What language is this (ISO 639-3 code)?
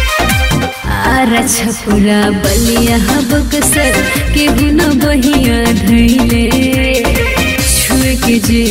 bho